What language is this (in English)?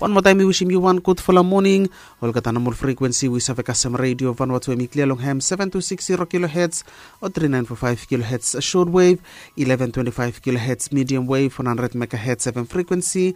Bislama